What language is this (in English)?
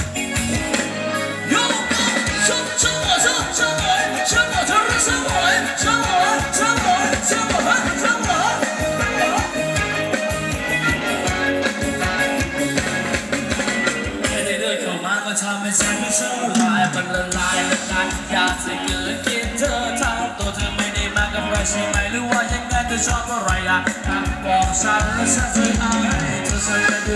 Thai